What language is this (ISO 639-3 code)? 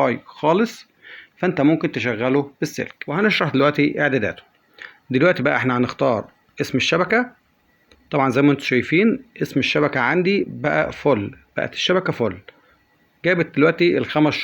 arz